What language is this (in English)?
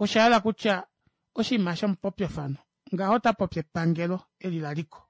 Kuanyama